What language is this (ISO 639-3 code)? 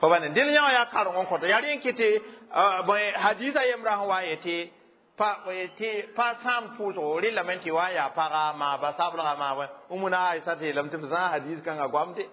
mos